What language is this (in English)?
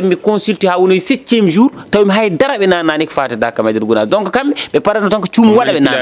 Fula